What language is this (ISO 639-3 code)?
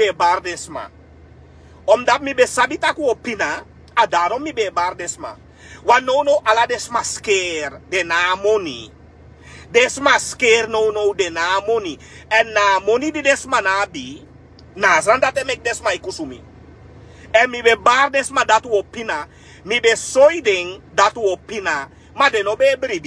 srn